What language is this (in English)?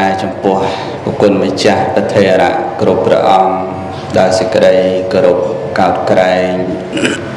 Khmer